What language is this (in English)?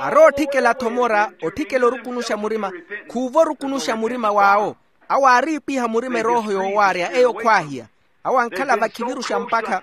Makhuwa